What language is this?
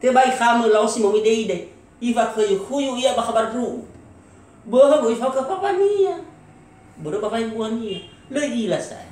Nias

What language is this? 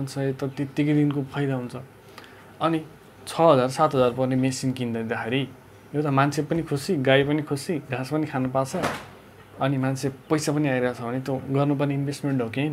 Nepali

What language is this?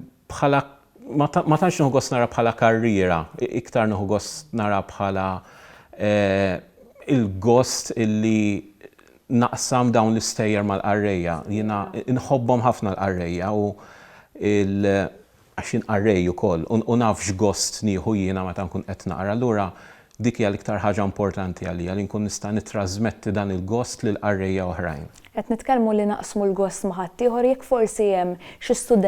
Maltese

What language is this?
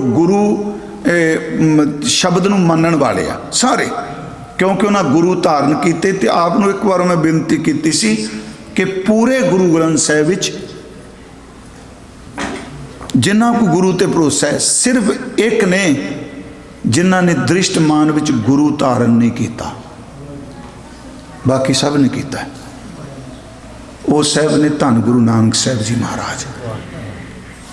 Punjabi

